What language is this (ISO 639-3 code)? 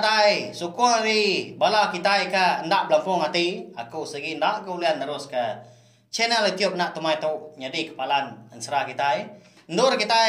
iba